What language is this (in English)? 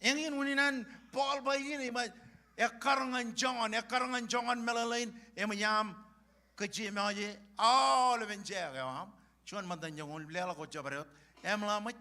Marshallese